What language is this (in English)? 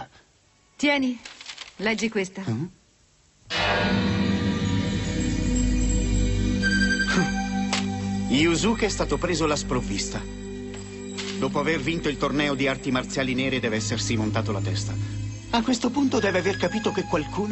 Italian